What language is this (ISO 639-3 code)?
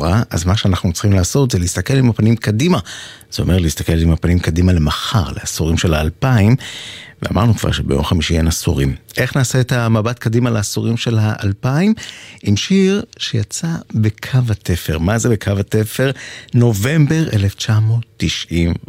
heb